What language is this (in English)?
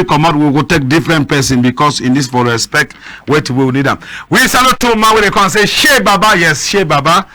Cameroon Pidgin